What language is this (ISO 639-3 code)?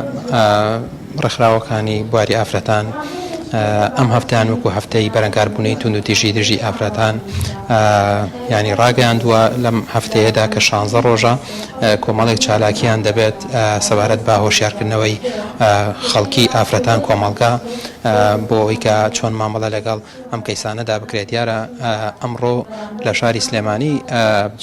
ckb